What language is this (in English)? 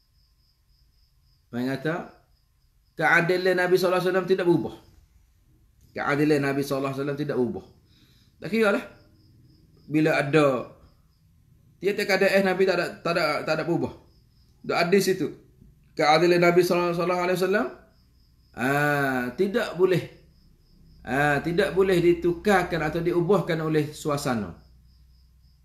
Malay